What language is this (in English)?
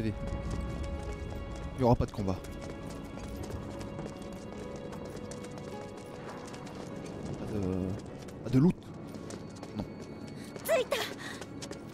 French